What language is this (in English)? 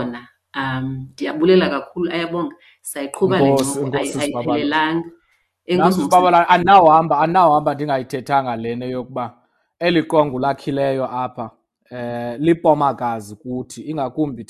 Xhosa